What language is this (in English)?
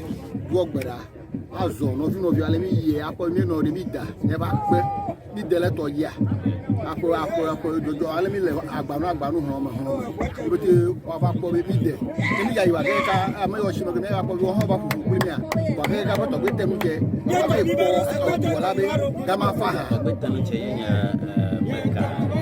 Ewe